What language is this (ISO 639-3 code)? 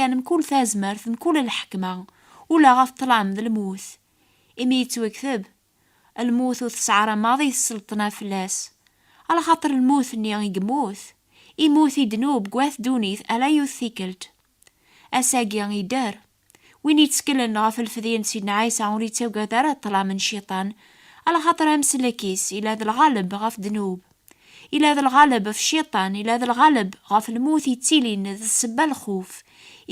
kab